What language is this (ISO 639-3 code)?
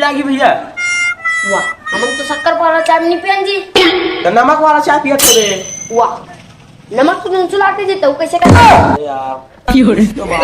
hne